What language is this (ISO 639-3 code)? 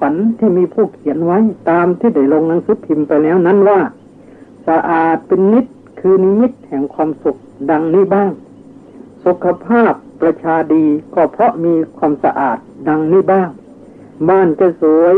tha